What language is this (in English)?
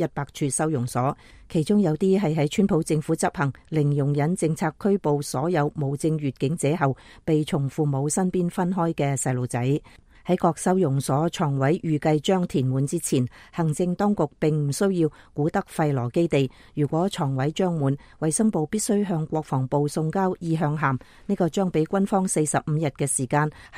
Cantonese